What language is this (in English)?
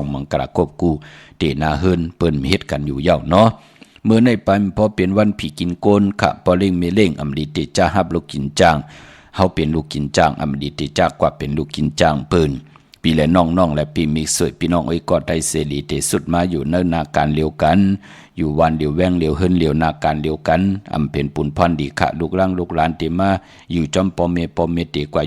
Shan